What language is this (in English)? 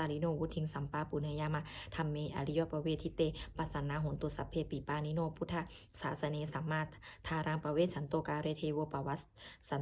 Pali